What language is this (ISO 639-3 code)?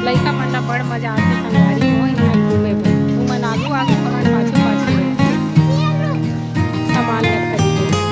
hne